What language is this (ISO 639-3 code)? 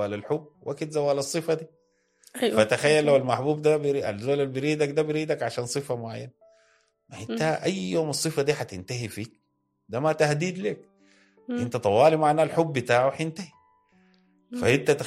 apd